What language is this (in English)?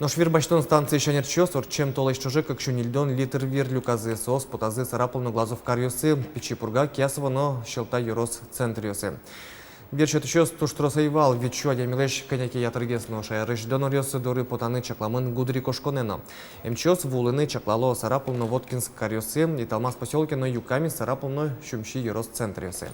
Udmurt